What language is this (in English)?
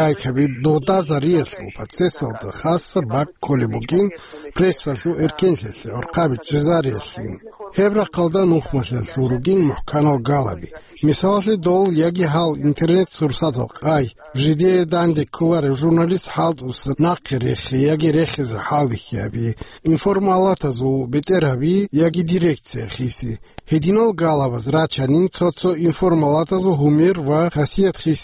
Avaric